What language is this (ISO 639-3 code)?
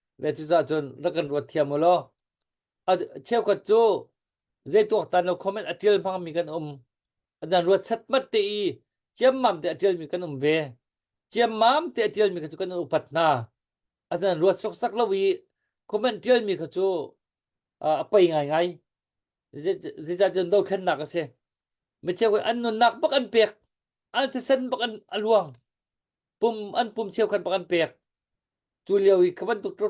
cnh